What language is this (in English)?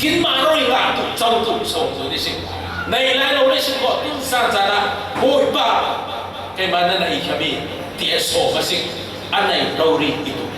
Falam Chin